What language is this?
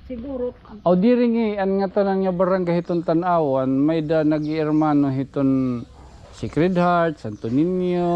Waray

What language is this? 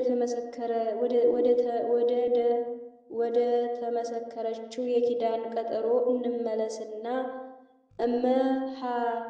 Amharic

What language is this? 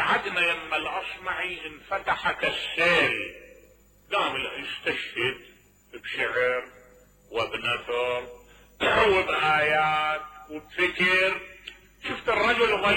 Mesopotamian Arabic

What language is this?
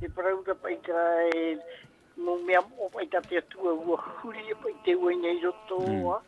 Tahitian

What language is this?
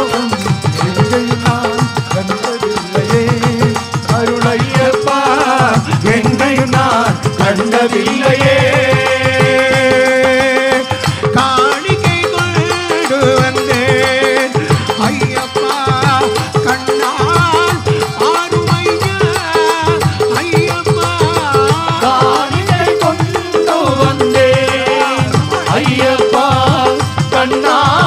Malayalam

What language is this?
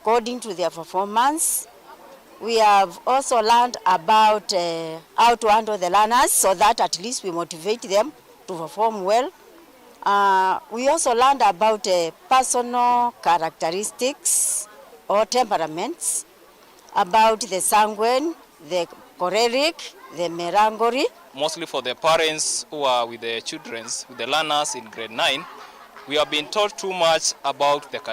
Kamba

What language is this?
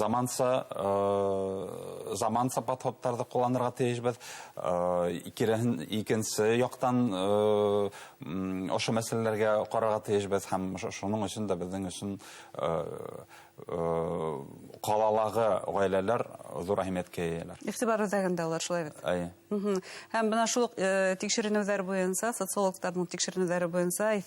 Bashkir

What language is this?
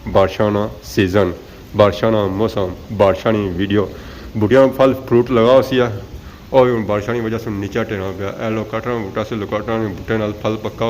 Pahari-Potwari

